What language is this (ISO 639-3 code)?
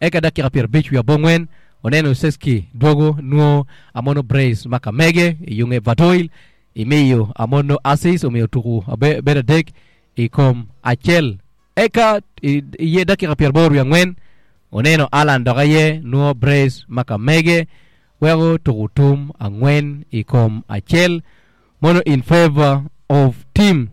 ach